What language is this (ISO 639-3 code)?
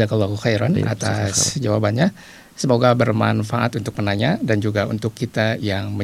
ind